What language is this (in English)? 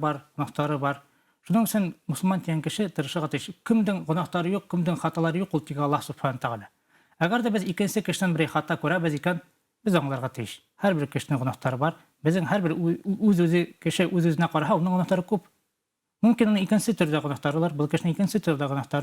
Bashkir